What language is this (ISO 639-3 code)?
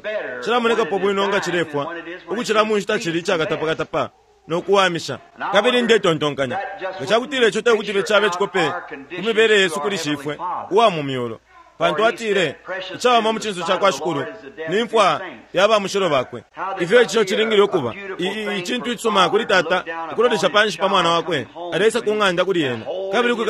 bem